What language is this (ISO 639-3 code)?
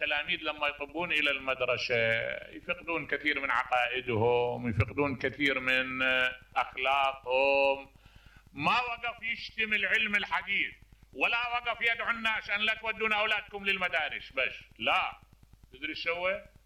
acm